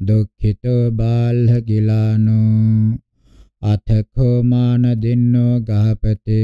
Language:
Pali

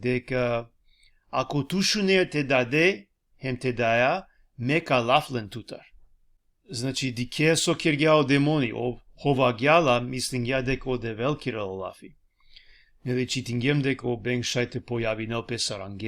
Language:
Balkan Romani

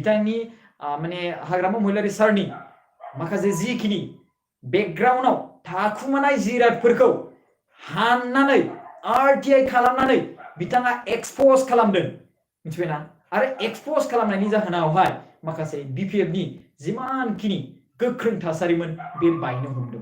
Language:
Bodo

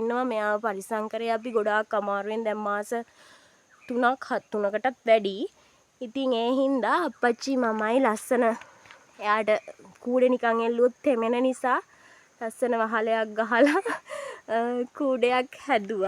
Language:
Sinhala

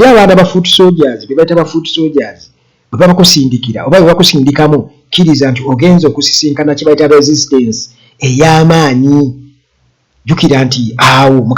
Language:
Ganda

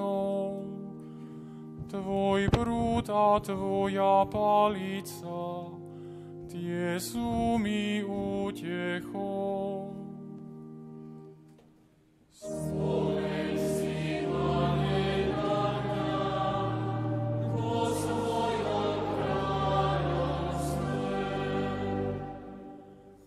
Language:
Slovak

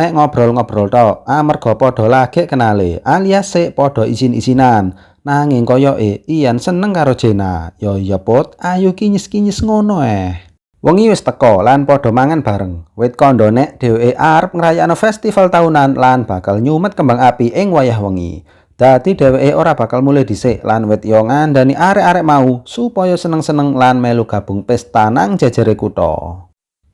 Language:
Javanese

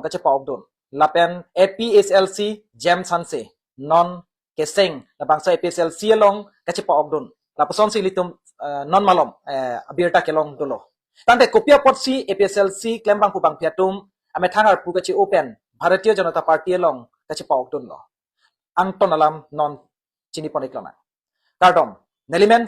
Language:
Karbi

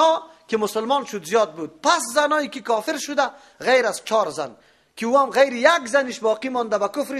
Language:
Persian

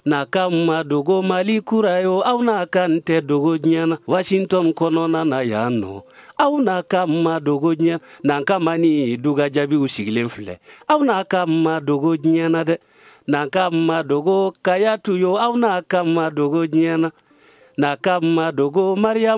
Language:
Bambara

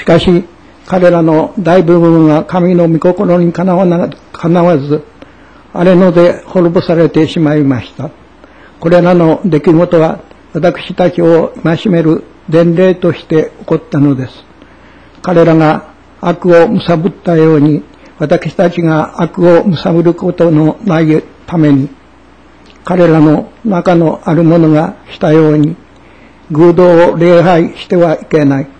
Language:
Japanese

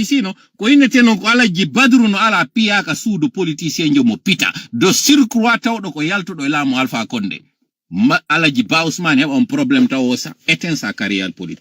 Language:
Fula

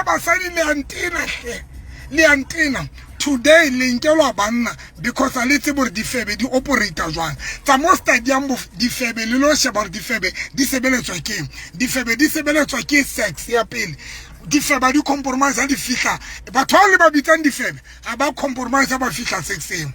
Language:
Southern Sotho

